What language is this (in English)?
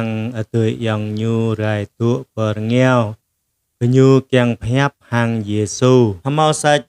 Jarai